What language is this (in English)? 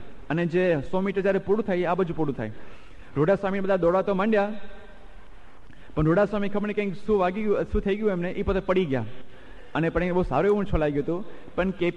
Gujarati